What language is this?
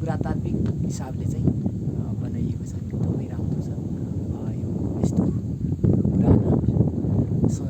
Nepali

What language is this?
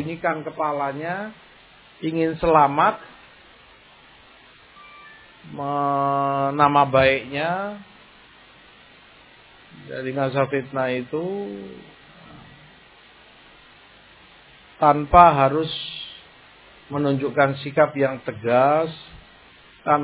Indonesian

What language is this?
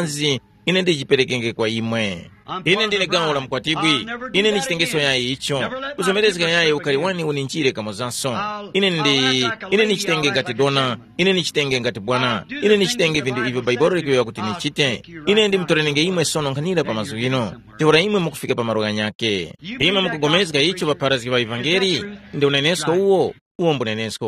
Tumbuka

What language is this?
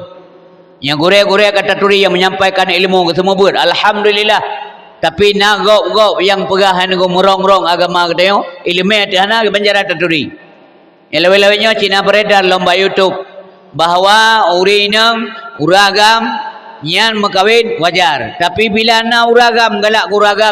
Achinese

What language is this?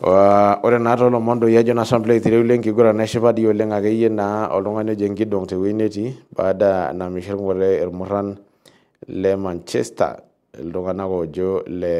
Masai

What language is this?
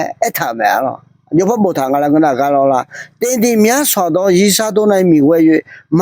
Akha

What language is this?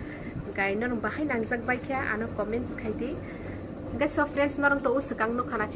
Kok Borok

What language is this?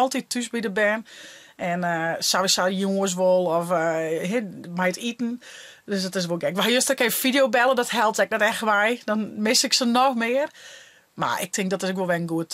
Western Frisian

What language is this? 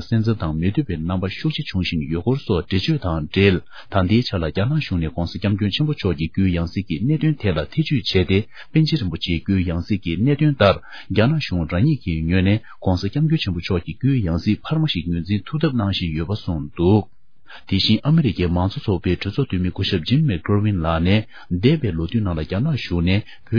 Tibetan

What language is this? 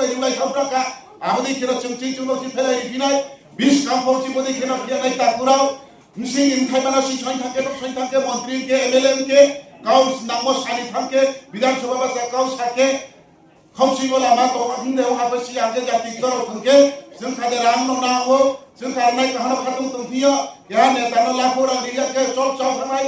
Riang (India)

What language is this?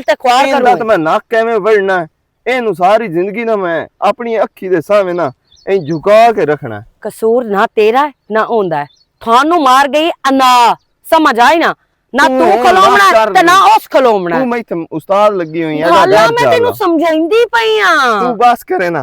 Western Panjabi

